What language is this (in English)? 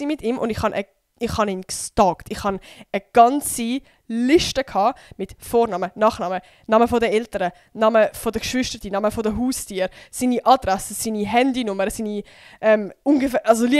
Swiss German